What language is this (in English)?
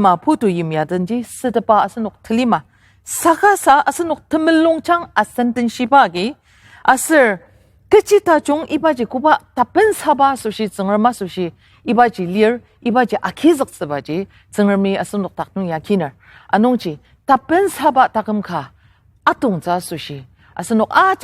Ao Naga